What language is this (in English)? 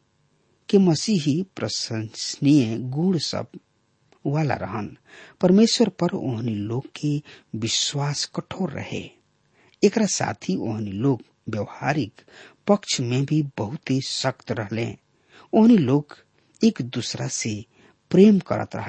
Bhojpuri